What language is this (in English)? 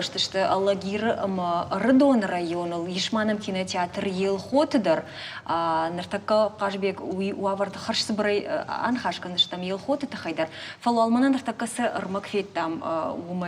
Ossetic